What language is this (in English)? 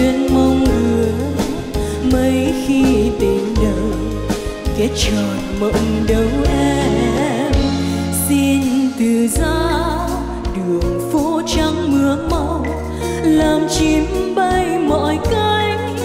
Vietnamese